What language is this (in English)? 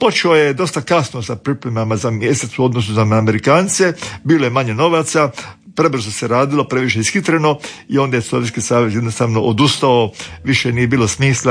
Croatian